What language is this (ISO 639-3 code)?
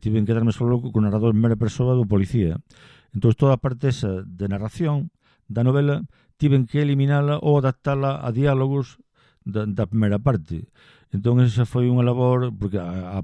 glg